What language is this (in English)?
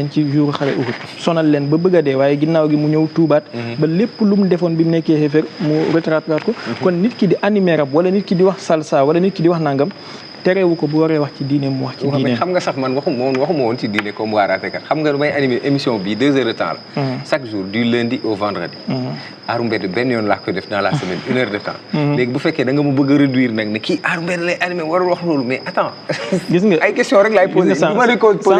Wolof